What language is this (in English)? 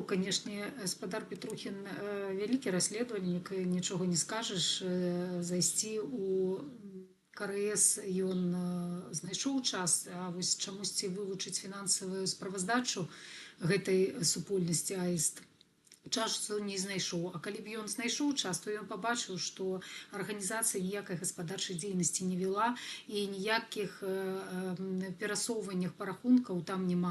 Belarusian